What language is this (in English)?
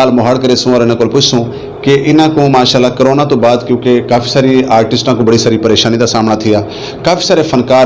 Saraiki